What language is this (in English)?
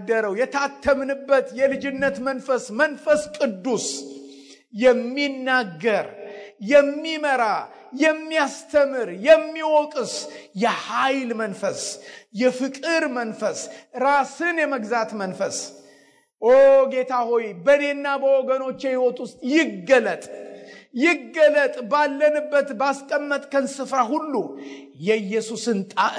Amharic